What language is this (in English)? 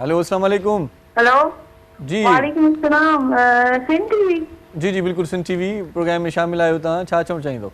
Sindhi